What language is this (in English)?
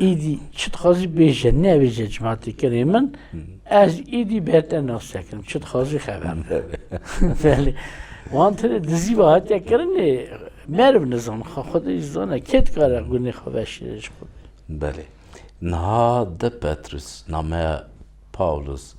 Kurdish